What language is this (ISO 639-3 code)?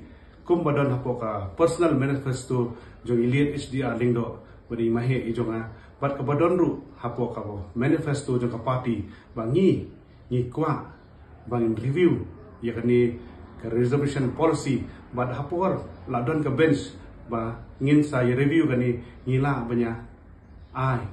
kha